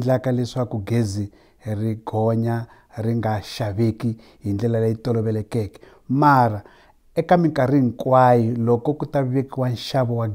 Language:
Tsonga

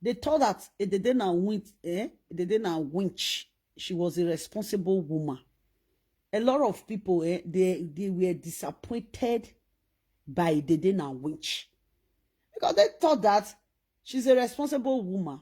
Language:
Nigerian Pidgin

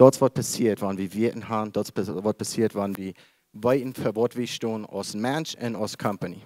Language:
Plautdietsch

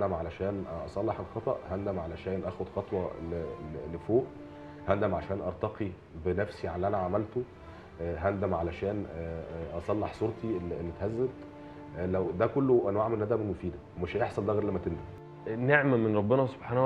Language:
Egyptian Arabic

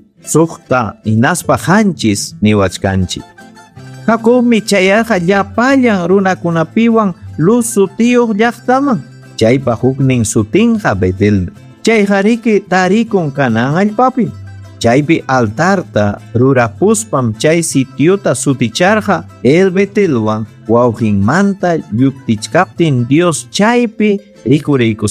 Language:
Ayacucho Quechua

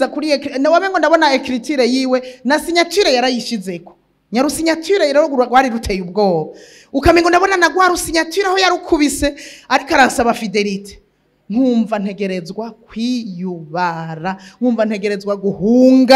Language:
Rundi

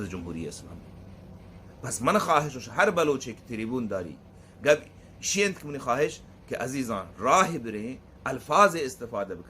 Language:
Baluchi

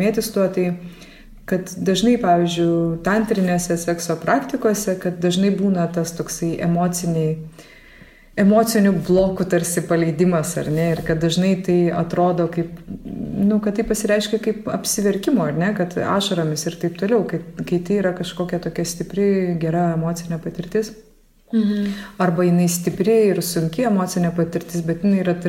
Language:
Lithuanian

